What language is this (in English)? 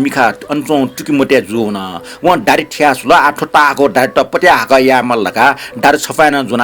Newari